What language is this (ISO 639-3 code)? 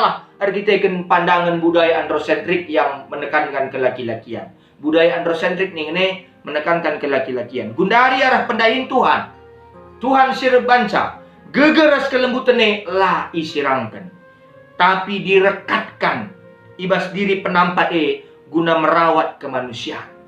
btx